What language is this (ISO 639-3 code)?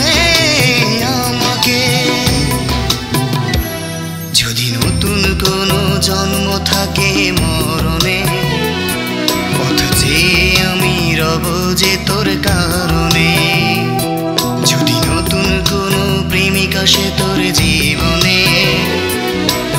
ben